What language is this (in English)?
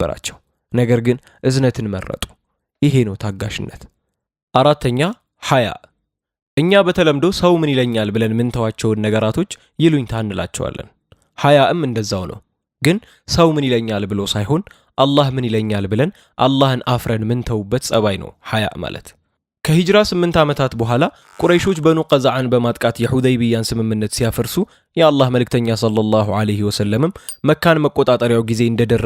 Amharic